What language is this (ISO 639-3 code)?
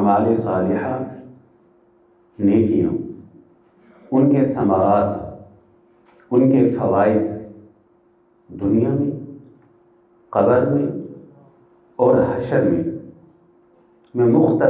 urd